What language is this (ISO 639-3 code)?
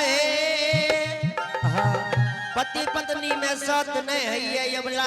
anp